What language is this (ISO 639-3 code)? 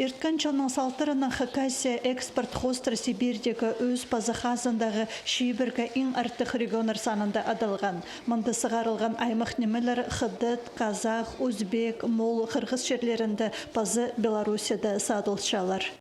kjh